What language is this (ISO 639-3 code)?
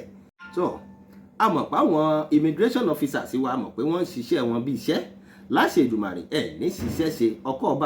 yor